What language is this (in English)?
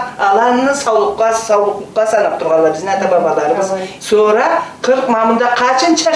Karachay-Balkar